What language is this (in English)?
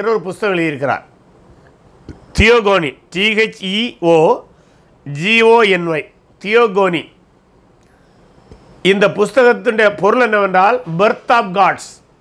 Tamil